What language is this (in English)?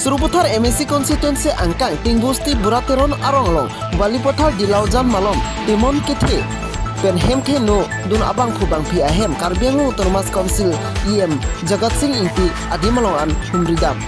Karbi